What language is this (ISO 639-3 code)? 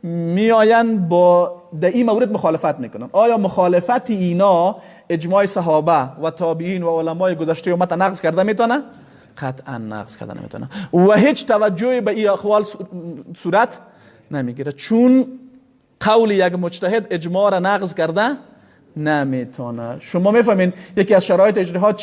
fas